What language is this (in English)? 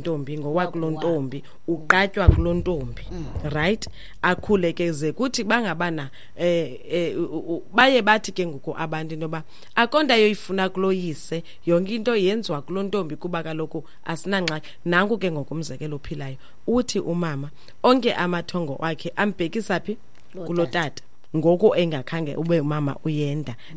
Xhosa